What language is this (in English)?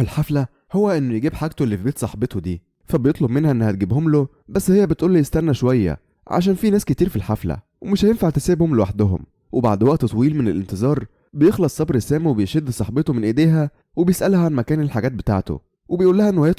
Egyptian Arabic